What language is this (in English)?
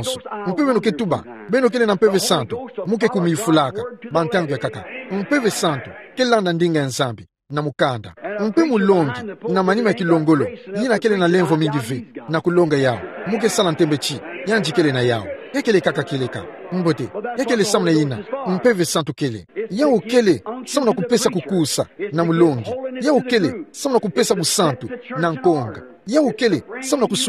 Kituba (Democratic Republic of Congo)